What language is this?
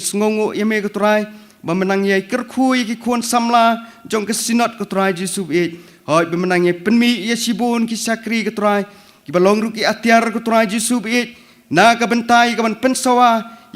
Khasi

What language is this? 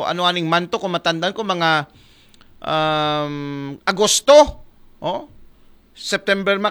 Aklanon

